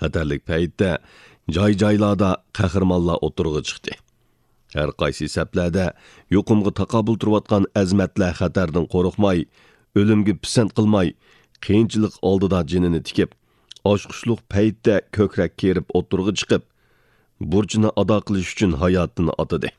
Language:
Uyghur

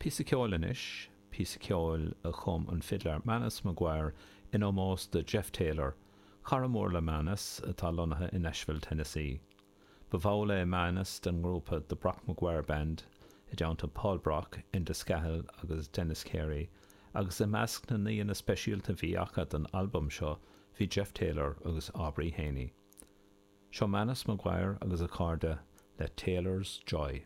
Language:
Irish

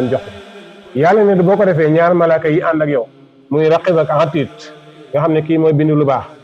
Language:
Wolof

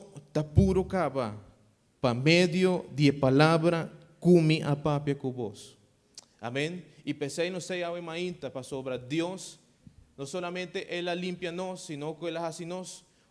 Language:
Papiamento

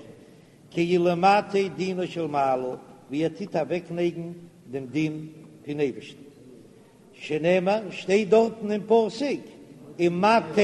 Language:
Yiddish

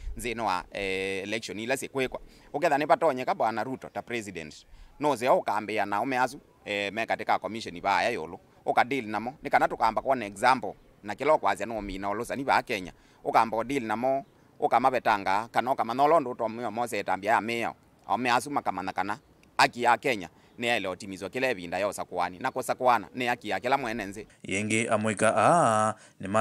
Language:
Kamba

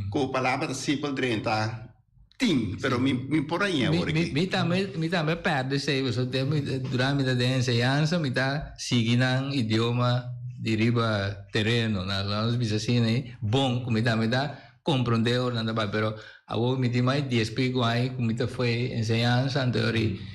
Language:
Papiamento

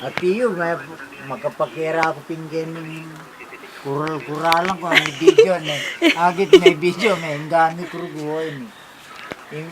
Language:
Pampanga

